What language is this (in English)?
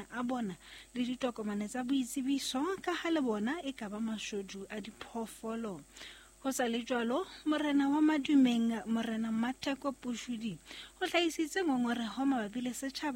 Southern Sotho